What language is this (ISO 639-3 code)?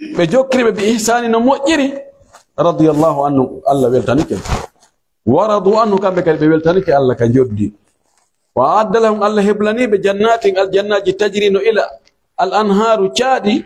fuf